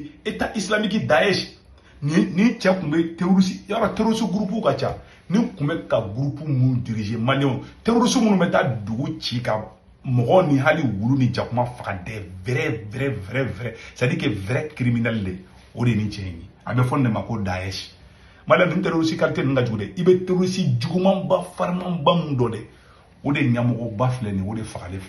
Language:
Bambara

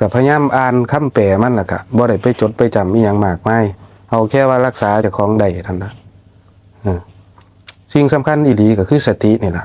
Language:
Lao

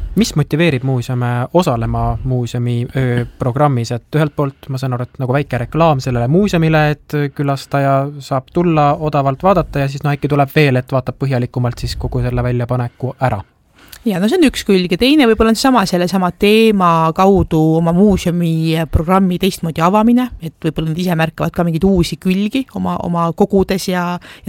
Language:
Estonian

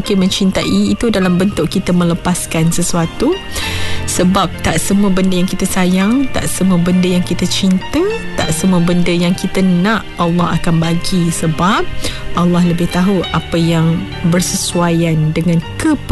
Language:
Malay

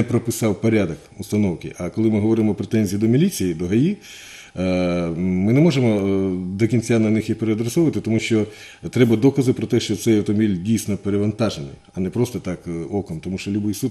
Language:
Ukrainian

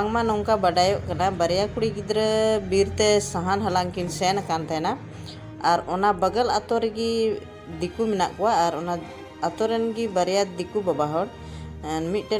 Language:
Santali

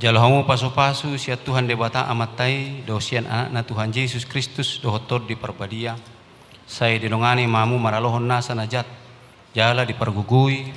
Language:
Batak Toba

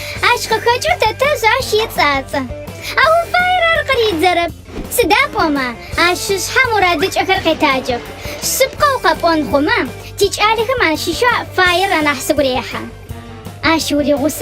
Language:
Adyghe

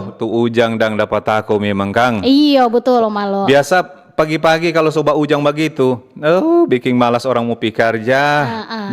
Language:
Manado Malay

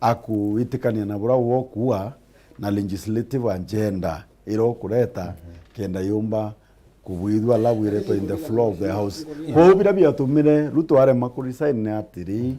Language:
Meru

